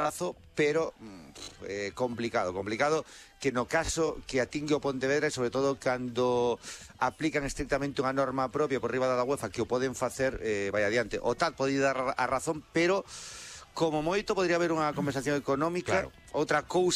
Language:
Galician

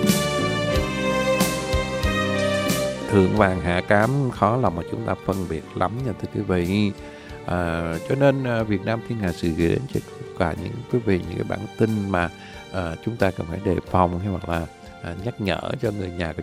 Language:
Vietnamese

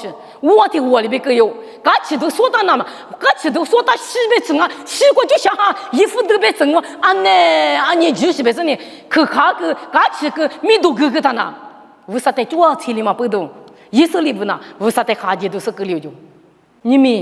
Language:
Lisu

